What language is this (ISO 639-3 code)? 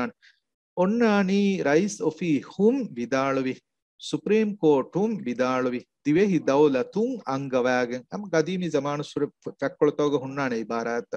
div